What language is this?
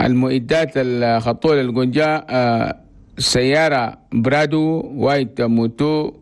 Chadian Arabic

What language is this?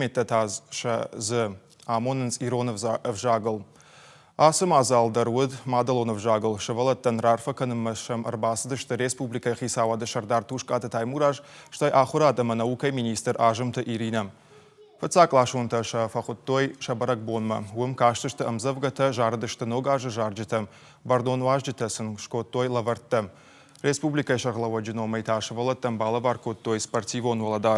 Ossetic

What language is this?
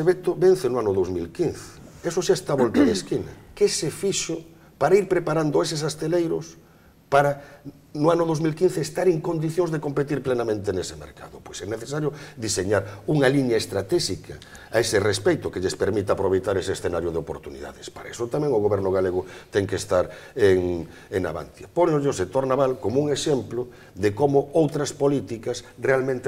Galician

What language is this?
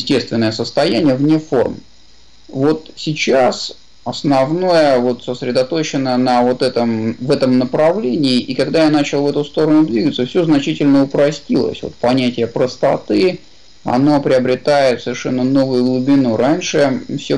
Russian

